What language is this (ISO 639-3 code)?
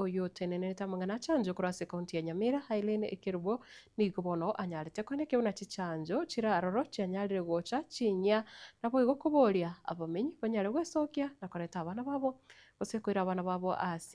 guz